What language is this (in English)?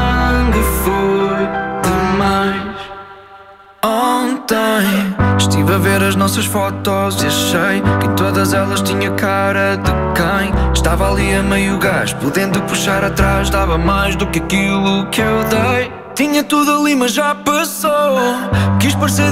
Portuguese